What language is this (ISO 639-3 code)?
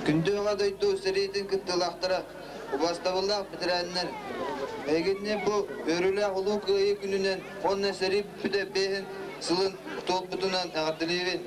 sah